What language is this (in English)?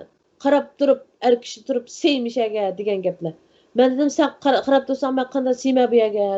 Uyghur